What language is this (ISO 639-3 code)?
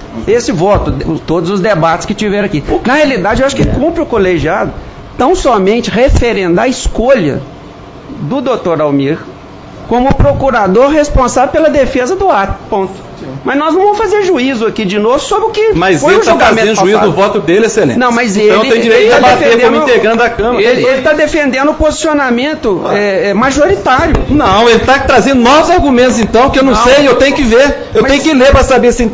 por